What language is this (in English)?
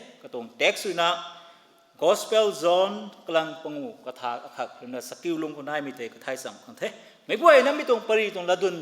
Rongmei Naga